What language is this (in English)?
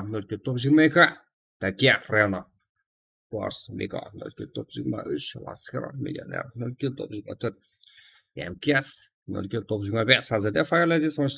Kara-Kalpak